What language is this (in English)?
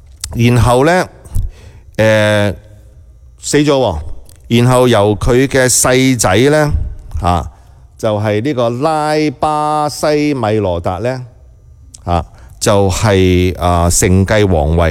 Cantonese